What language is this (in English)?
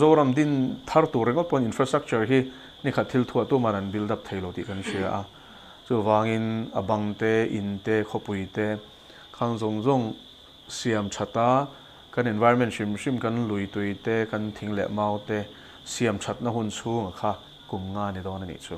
Mizo